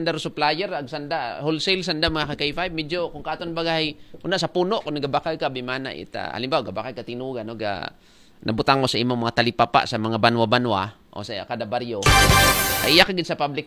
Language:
Aklanon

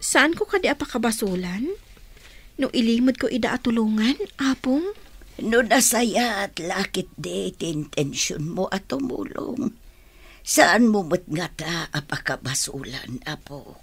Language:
Iloko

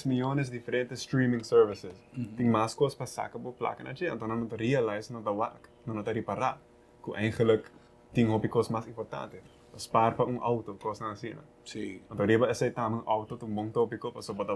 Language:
Papiamento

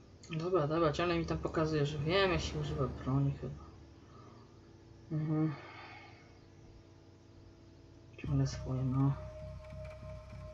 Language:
Polish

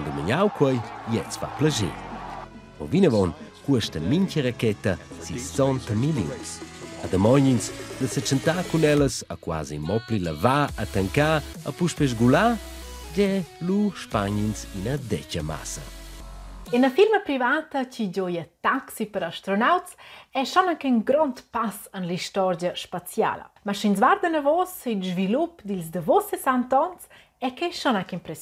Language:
Romansh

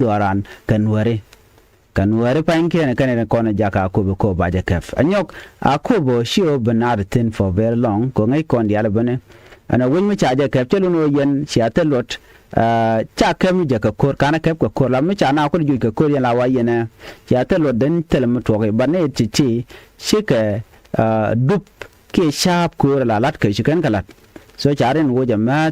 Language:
Nuer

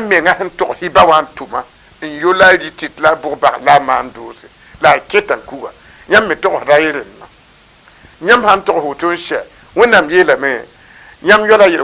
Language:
Mossi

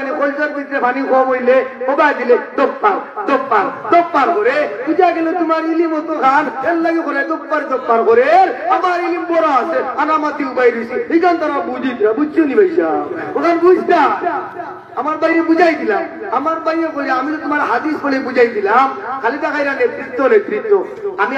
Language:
Sylheti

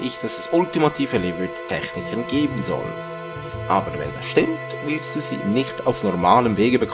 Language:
Swiss German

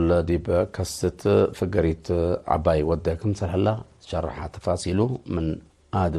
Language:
Tigre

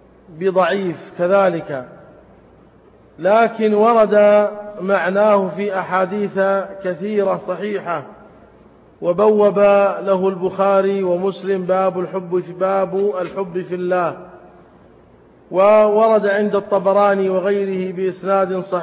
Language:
Arabic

